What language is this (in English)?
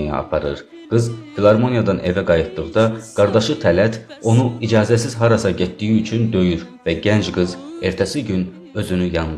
South Azerbaijani